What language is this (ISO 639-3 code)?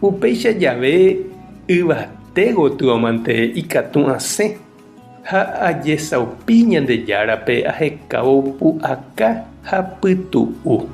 grn